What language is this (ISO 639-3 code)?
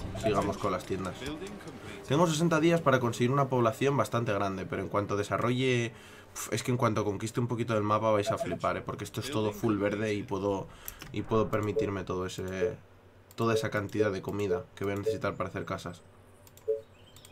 spa